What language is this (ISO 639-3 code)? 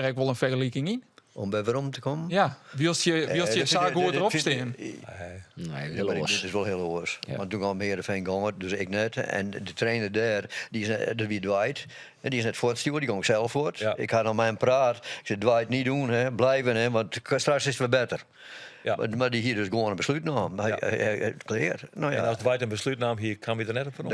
fry